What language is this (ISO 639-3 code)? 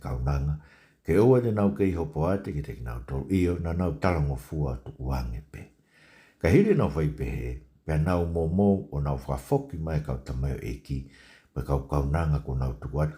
ton